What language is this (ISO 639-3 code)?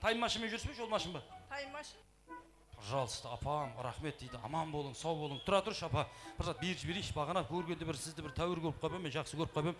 kaa